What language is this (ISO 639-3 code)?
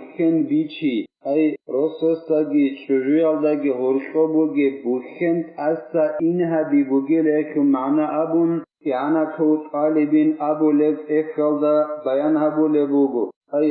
ava